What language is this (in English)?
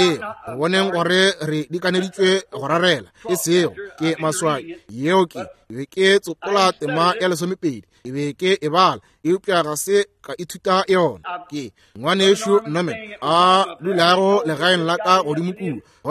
Northern Sotho